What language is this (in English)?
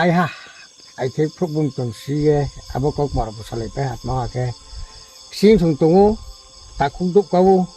Riang (India)